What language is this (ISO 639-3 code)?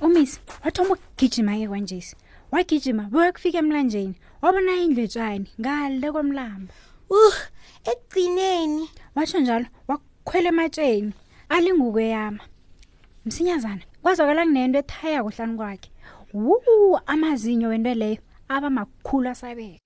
nbl